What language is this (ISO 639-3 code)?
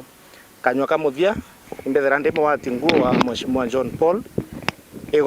mer